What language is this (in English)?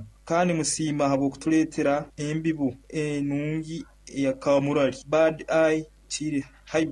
Nyoro